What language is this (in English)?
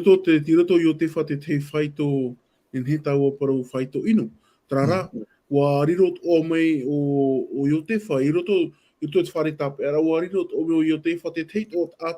Tahitian